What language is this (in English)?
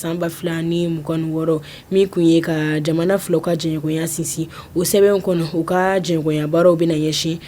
Bambara